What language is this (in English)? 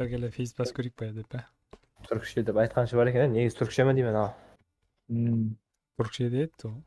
Kara-Kalpak